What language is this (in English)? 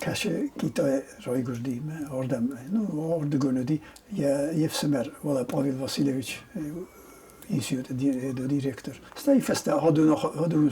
Ossetic